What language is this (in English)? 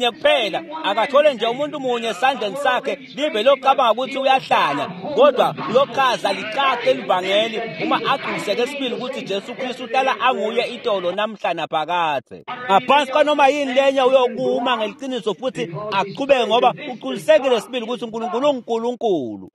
Swati